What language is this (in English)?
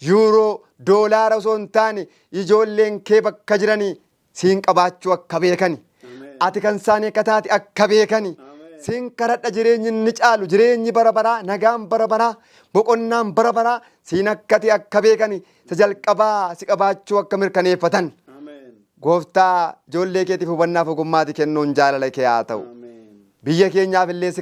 Oromo